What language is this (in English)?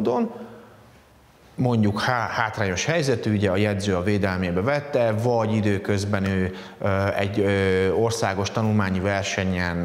Hungarian